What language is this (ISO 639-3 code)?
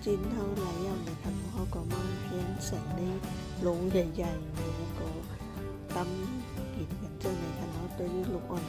shn